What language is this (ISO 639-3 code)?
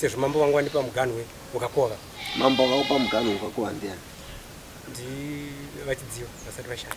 sna